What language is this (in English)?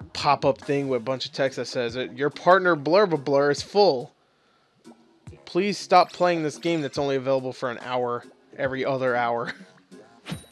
English